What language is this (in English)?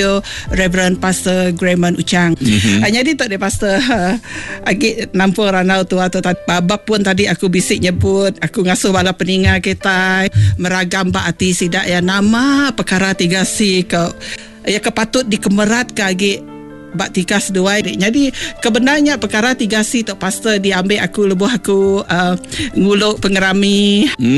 Iban